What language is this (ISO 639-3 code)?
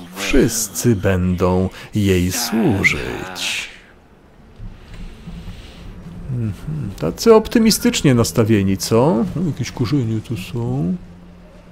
pol